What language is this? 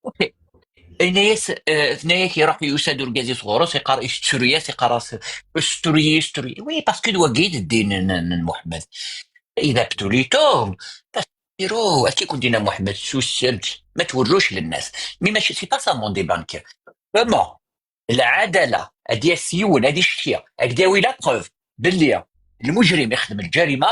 Kabyle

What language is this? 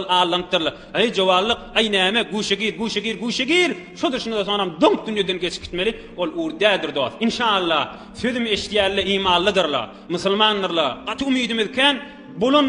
Turkmen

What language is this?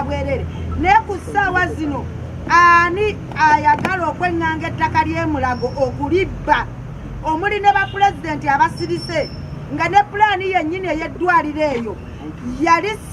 Ganda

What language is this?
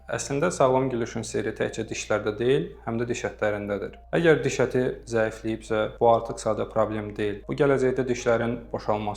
Azerbaijani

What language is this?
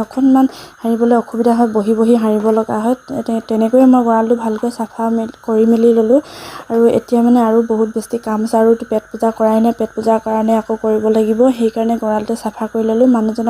Assamese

